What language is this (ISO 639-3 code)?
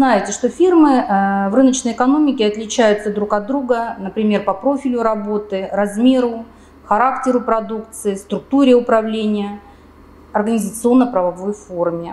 rus